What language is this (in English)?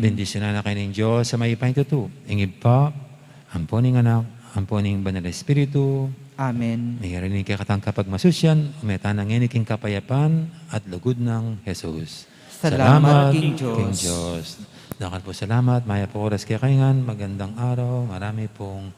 Pampanga